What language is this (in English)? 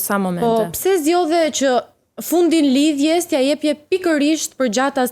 Albanian